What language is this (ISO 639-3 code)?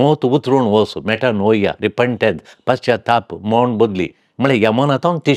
kok